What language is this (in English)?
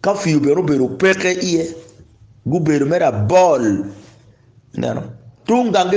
Acoli